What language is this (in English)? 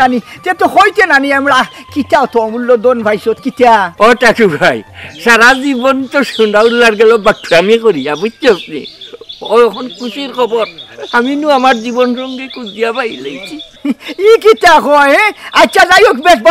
Sylheti